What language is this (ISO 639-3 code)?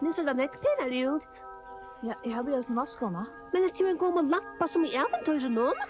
fao